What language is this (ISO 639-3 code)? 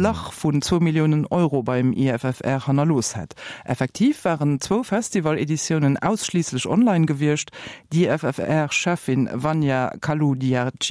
ltz